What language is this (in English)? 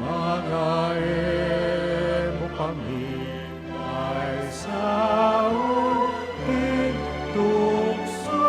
Pampanga